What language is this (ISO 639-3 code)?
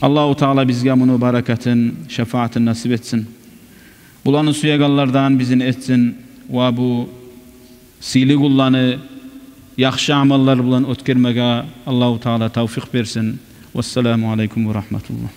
kum